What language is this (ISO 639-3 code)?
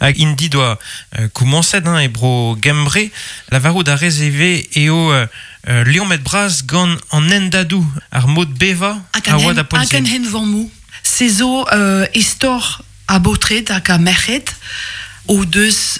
bre